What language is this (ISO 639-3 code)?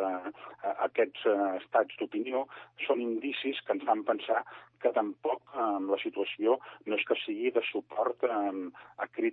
cat